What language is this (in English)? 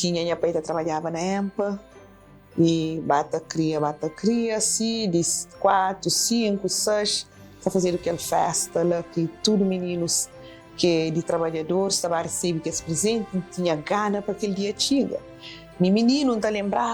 Kabuverdianu